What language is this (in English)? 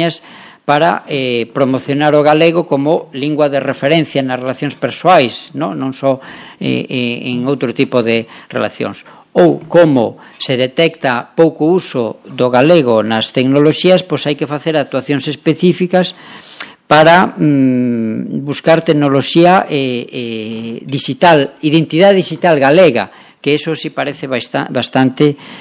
Galician